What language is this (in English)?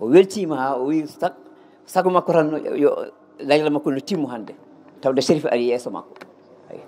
Fula